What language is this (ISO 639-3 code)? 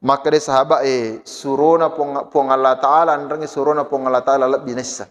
bug